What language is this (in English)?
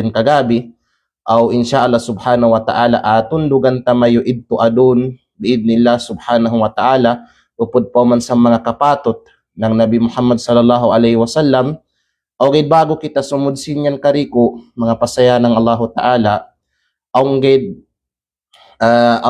Kalagan